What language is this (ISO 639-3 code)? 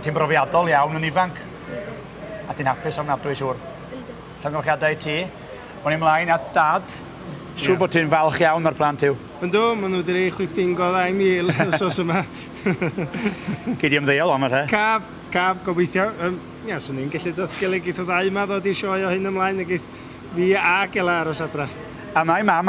cym